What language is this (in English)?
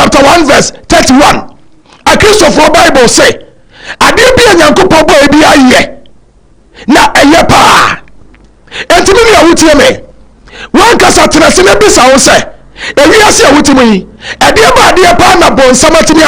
Akan